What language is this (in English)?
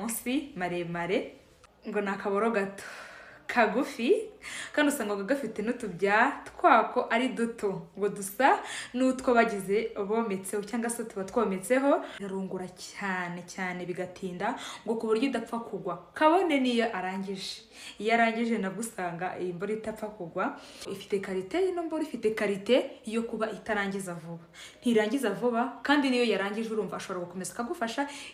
Kinyarwanda